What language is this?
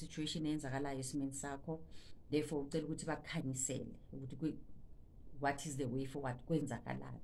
Zulu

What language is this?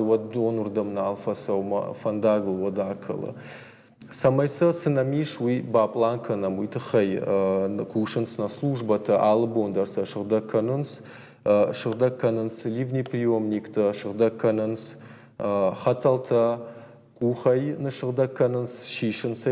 Ossetic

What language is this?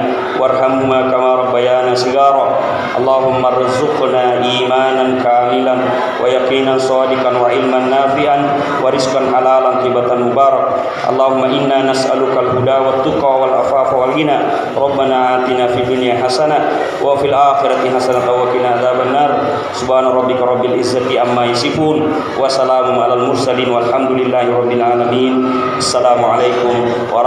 Buginese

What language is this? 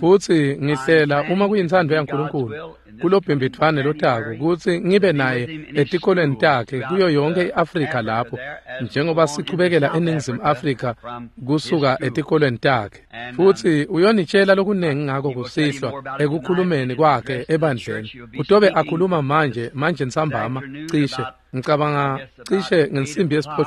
Swati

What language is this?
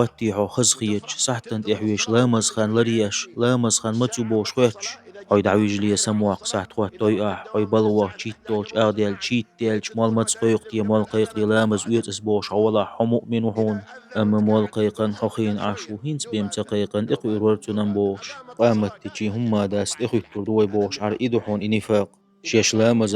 Chechen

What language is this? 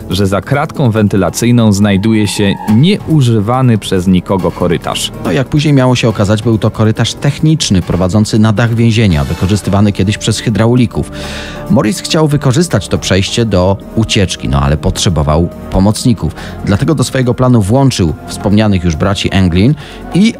Polish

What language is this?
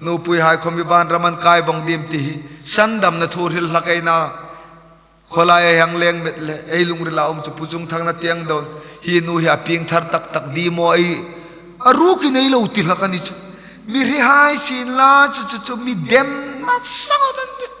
Hmar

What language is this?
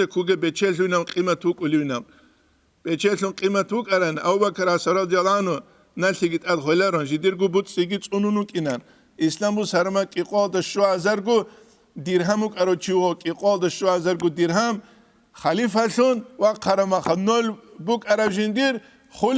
Avaric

